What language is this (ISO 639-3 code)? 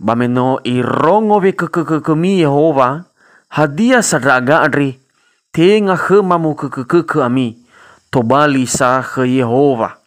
nia